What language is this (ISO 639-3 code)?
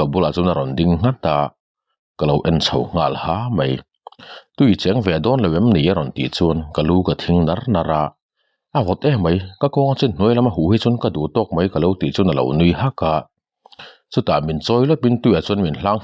lus